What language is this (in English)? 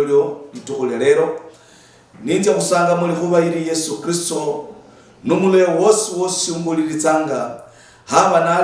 Luyia